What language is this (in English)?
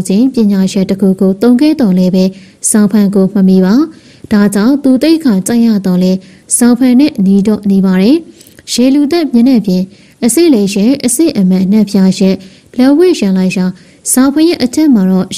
Burmese